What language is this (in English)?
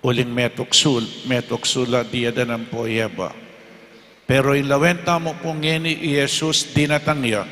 Pampanga